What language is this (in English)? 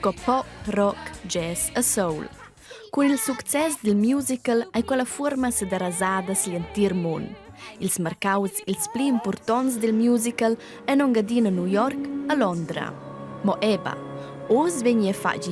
Romansh